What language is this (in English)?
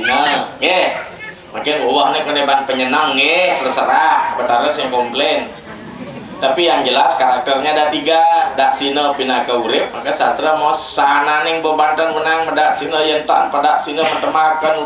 Balinese